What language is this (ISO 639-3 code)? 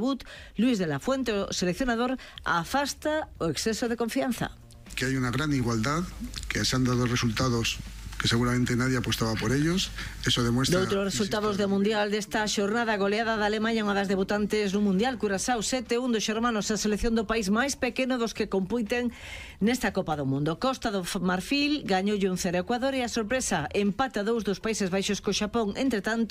glg